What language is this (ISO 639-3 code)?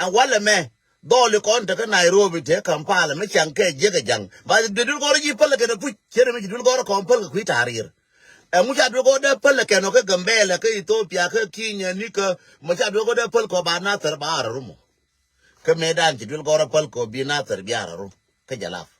nus